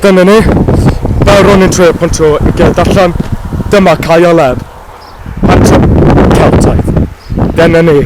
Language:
Welsh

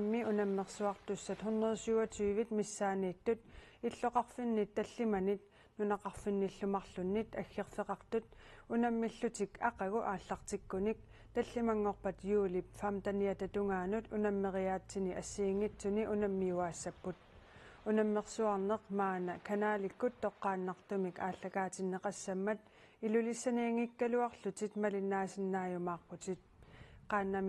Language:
Kalaallisut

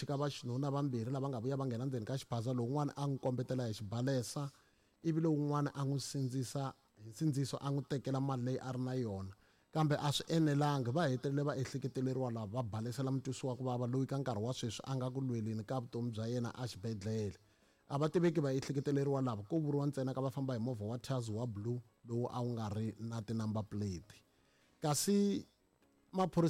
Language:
Tsonga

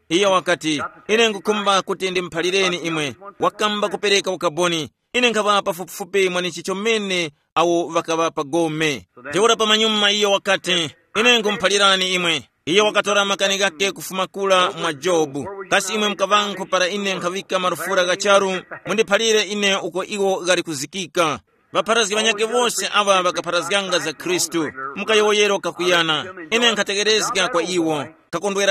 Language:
Tumbuka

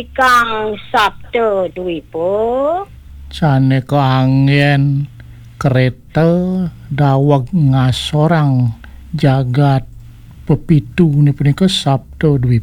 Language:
Balinese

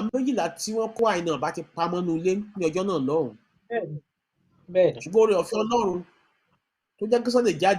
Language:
Yoruba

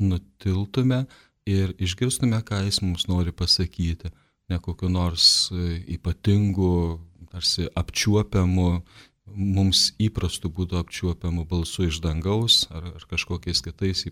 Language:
Lithuanian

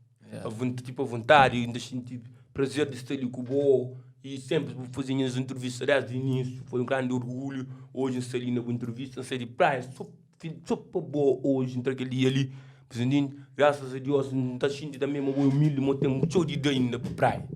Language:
Kabuverdianu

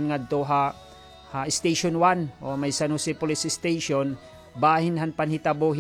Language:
Waray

